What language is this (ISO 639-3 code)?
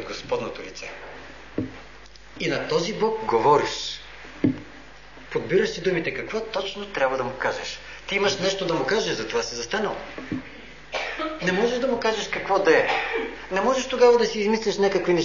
bul